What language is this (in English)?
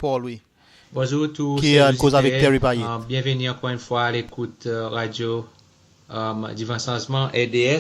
Seselwa Creole French